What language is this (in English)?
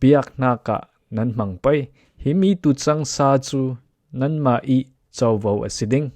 Falam Chin